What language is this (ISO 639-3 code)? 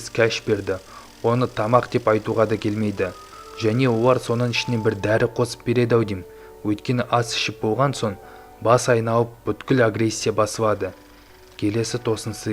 kaz